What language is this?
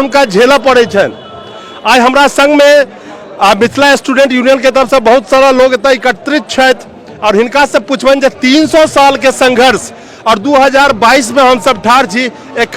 Maithili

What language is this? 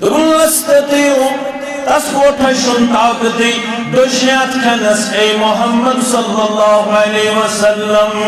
Kashmiri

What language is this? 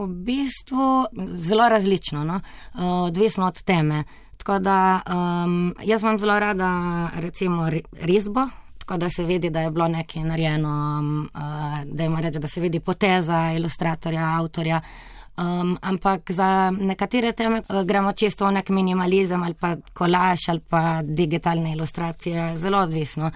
Slovenian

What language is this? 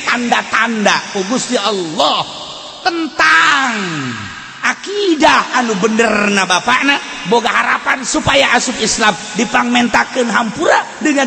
Sundanese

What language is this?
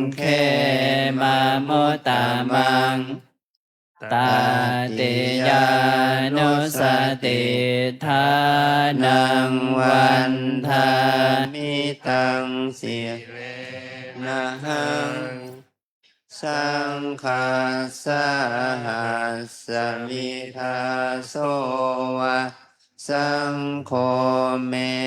Pali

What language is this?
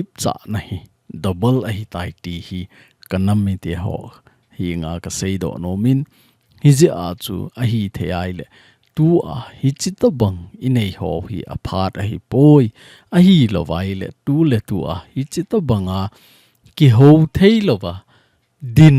Thado Chin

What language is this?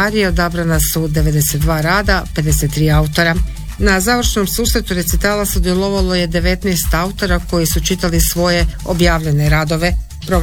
Croatian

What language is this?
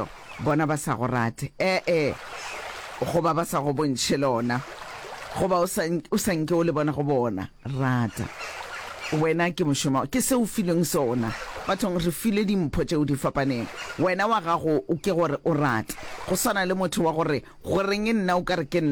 Northern Sotho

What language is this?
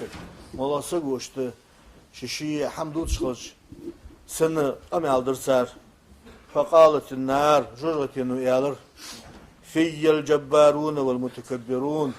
Ingush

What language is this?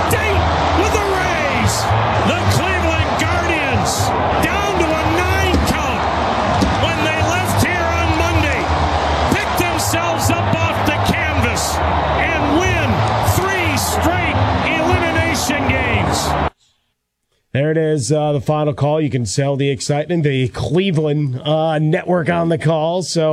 English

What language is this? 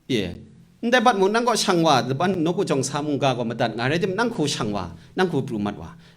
Kachin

